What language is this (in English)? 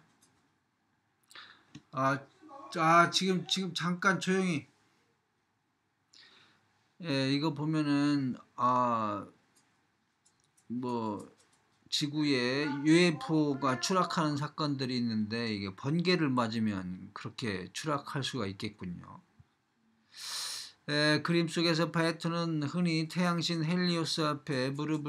Korean